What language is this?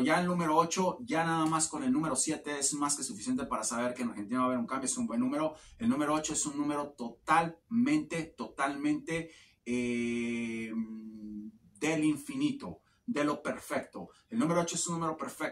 Spanish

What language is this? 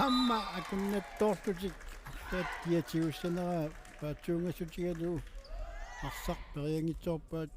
Kalaallisut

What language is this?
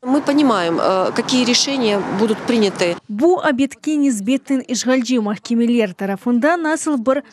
Crimean Tatar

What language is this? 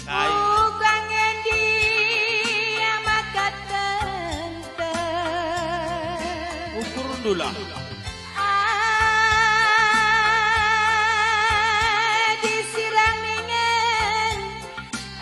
Batak Karo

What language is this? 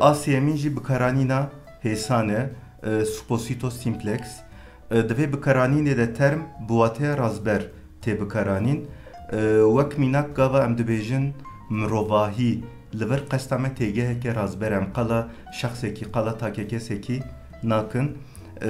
Kurdish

